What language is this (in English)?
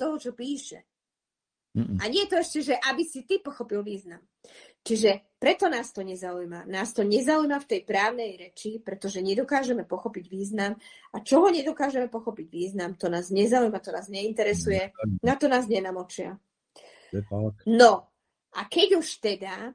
Slovak